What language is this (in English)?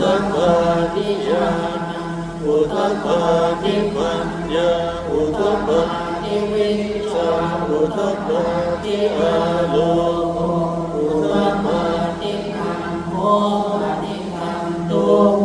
Pali